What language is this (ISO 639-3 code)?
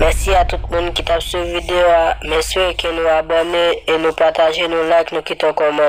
hat